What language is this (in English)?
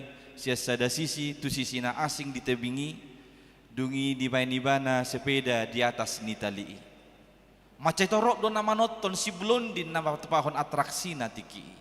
Batak Toba